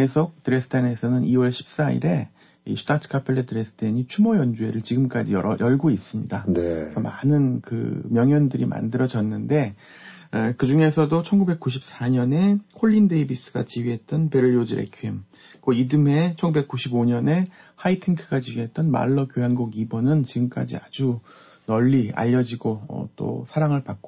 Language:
Korean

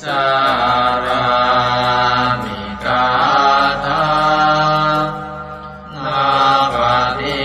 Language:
Pali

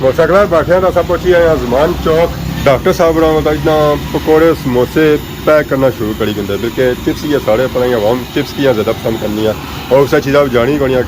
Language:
Pahari-Potwari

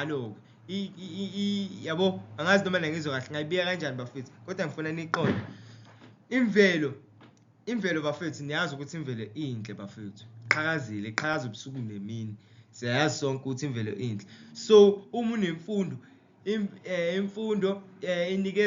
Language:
Zulu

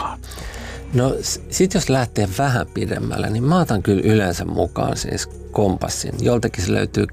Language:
Finnish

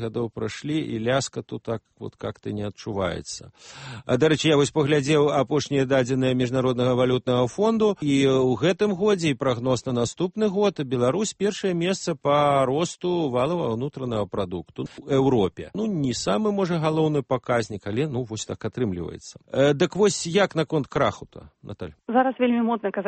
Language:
Belarusian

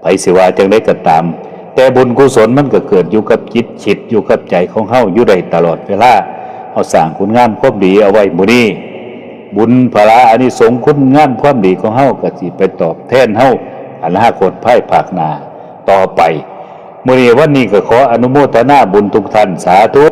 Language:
Northeastern Thai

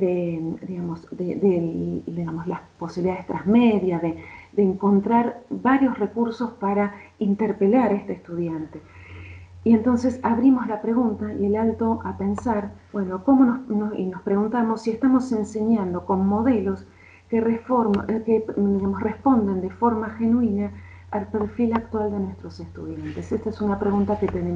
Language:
Spanish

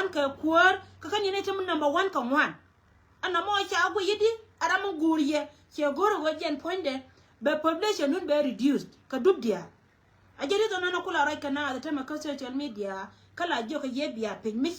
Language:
Nuer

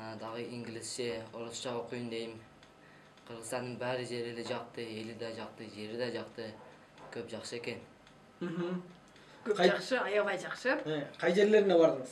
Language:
Kyrgyz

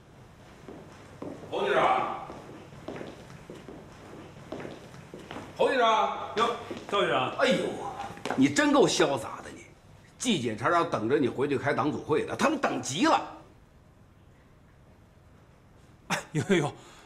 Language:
Chinese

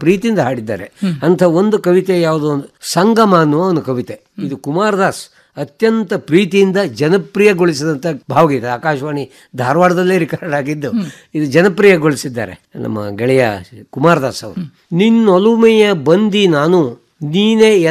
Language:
Kannada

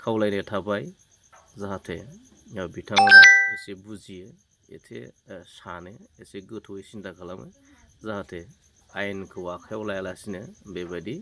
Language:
Bodo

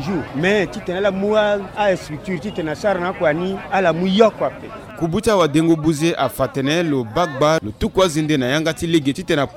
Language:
Sango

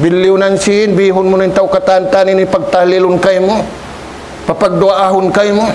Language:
Tausug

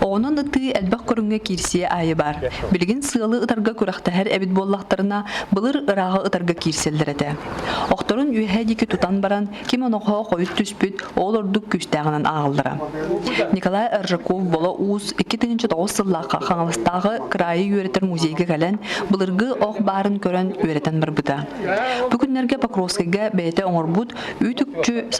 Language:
Yakut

